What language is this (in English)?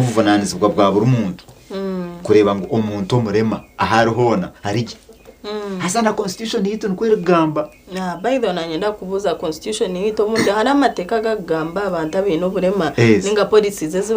Nyankole